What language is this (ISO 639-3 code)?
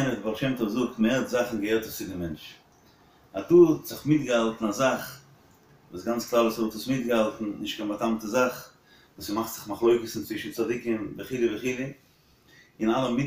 yid